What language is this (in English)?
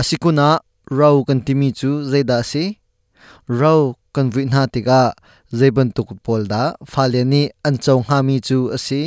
Hakha Chin